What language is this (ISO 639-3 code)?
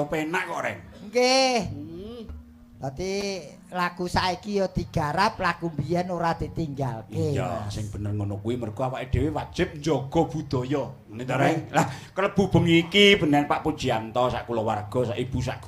jav